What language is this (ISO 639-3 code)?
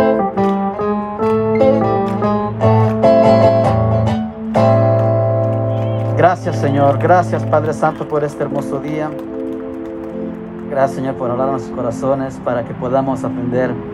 spa